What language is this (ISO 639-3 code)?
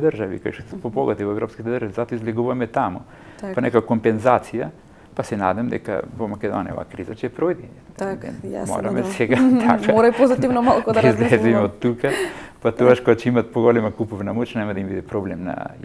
mkd